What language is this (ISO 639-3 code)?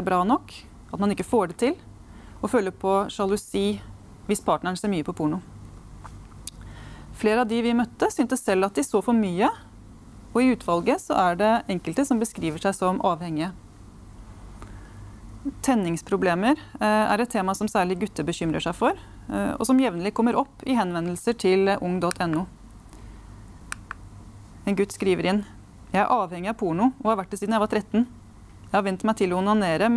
nor